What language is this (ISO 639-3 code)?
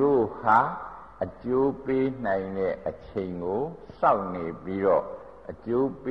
mya